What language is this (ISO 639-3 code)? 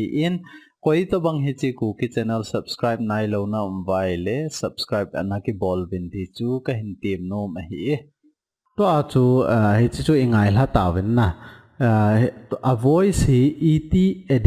tcz